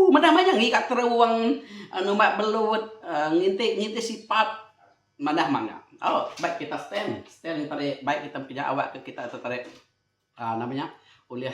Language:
Iban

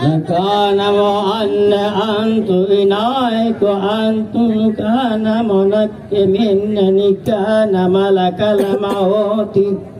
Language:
Makasar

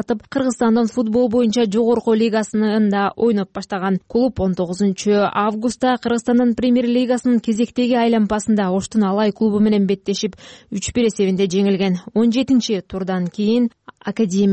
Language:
Kyrgyz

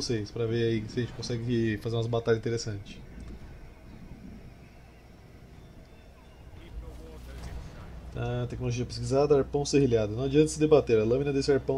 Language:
Portuguese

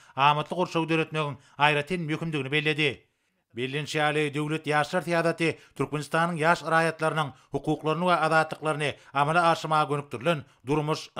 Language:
Turkmen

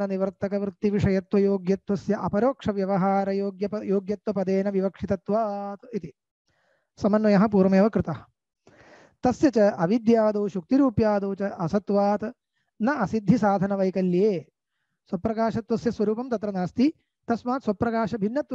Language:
Sanskrit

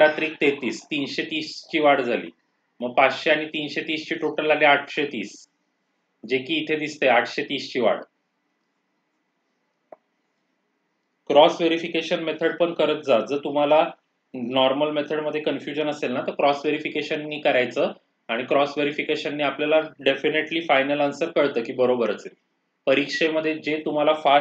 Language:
Marathi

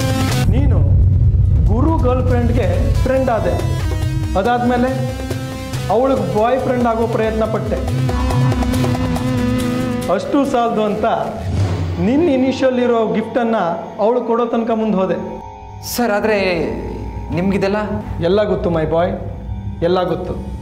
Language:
Kannada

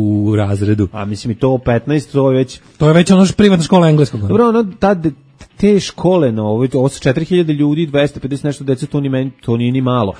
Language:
Serbian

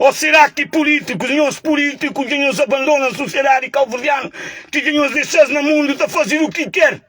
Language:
Kabuverdianu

